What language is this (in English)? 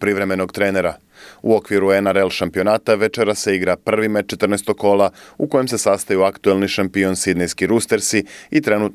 Serbian